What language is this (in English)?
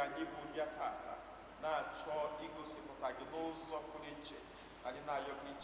Igbo